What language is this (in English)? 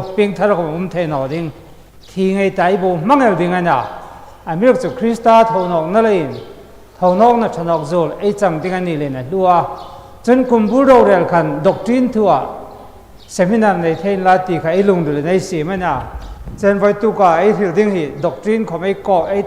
Hmar